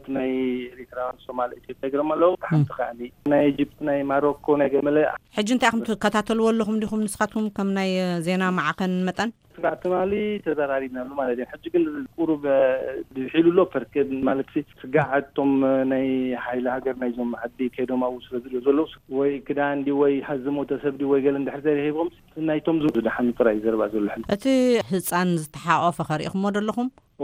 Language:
Tigrinya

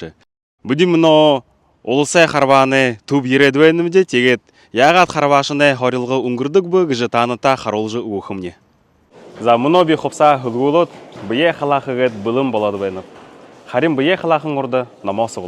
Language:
Buriat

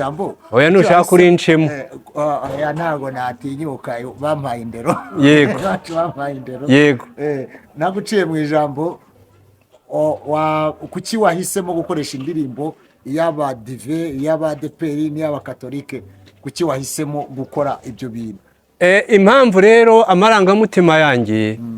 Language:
Kinyarwanda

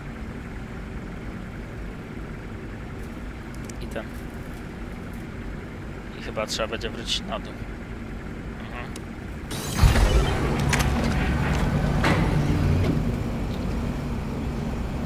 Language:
Polish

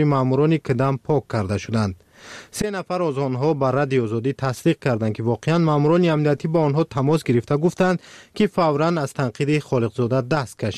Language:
Tajik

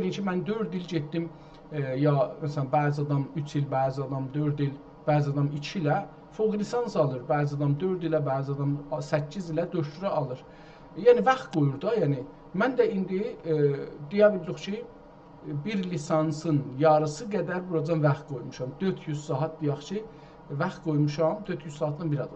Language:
South Azerbaijani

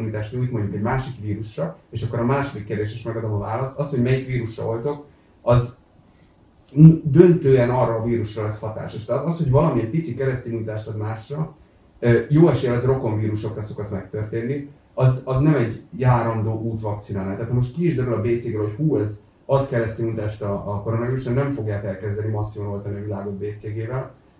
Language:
Hungarian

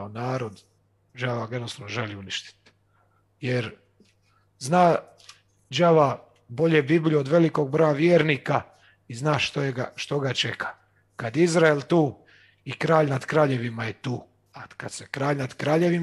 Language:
Croatian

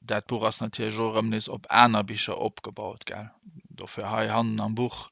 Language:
Luxembourgish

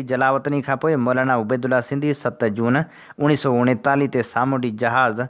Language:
Sindhi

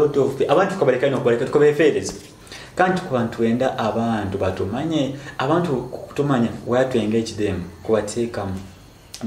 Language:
Nyoro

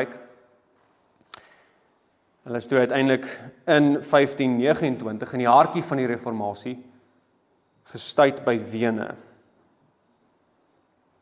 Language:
Afrikaans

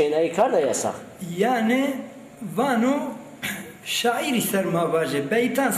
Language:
Zaza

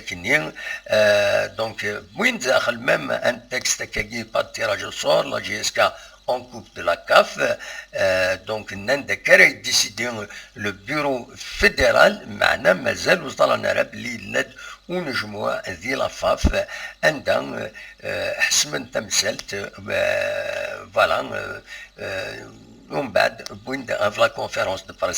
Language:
Kabyle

